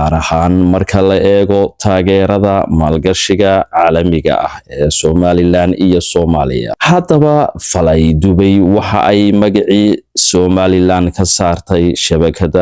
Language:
Somali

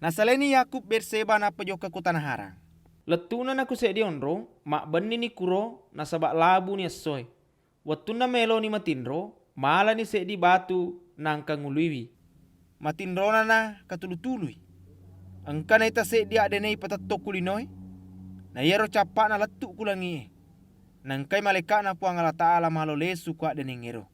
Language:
Buginese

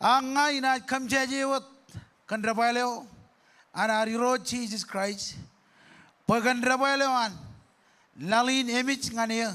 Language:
Marshallese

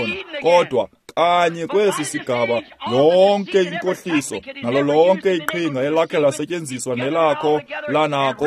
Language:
Xhosa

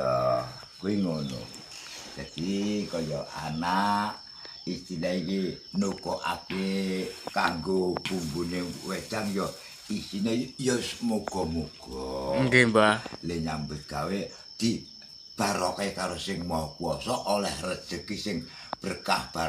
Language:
Javanese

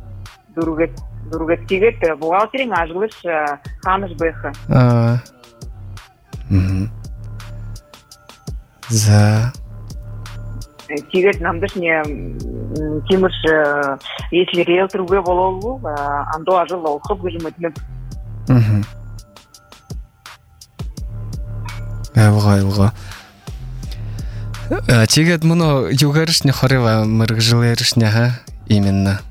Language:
Buriat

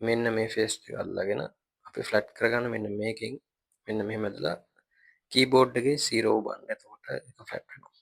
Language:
Sinhala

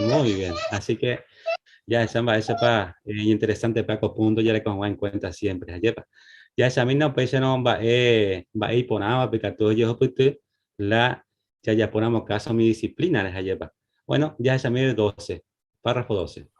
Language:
Guarani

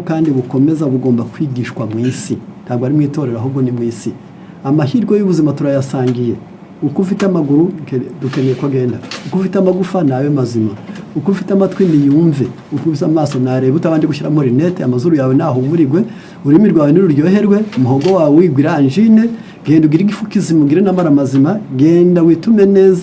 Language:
Kinyarwanda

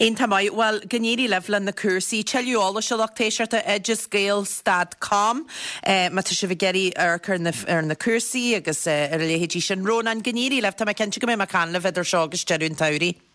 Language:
Irish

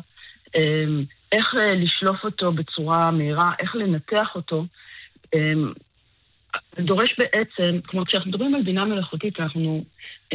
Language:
Hebrew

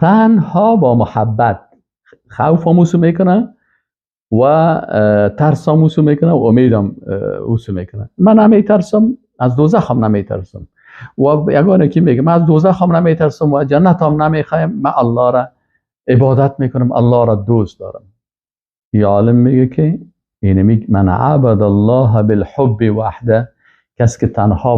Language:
Persian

